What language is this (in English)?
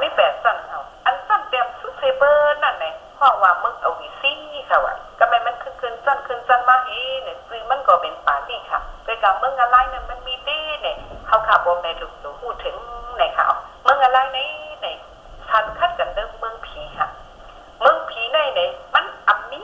Shan